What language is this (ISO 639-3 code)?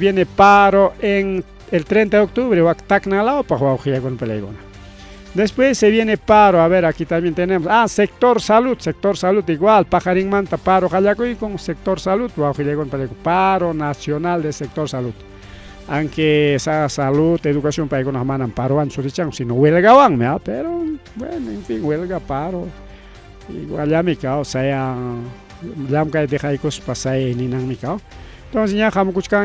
quy